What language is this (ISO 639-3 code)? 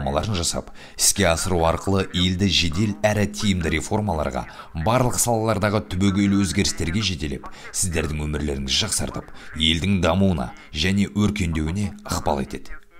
kaz